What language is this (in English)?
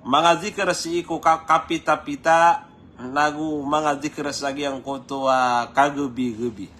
Maranao